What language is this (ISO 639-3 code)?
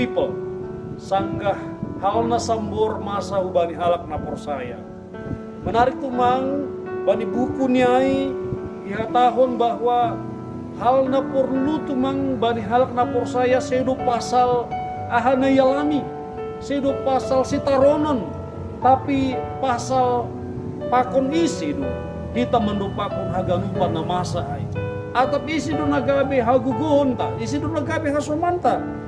bts